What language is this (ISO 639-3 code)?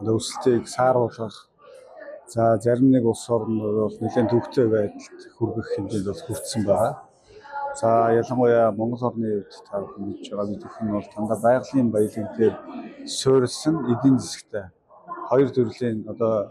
mon